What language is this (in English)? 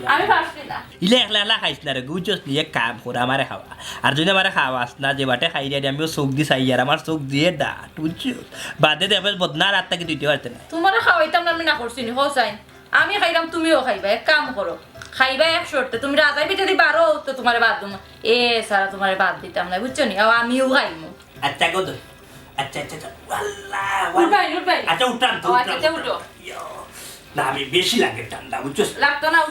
Sylheti